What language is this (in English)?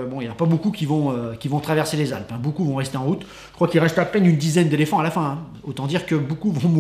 French